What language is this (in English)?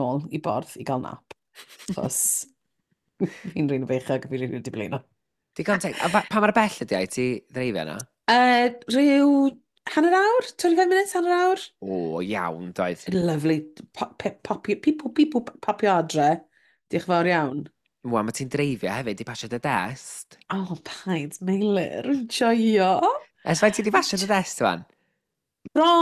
Welsh